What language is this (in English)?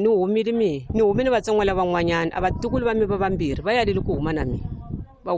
Tsonga